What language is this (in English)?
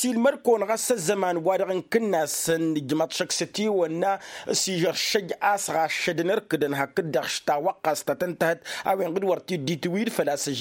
Tamasheq